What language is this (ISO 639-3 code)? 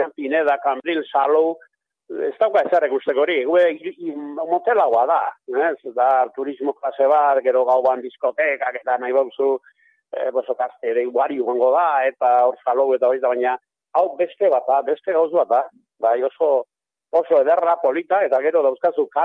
eus